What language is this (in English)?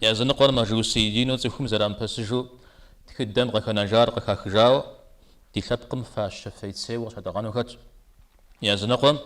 Kabardian